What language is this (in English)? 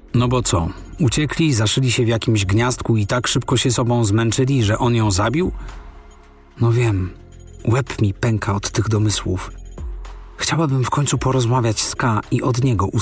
Polish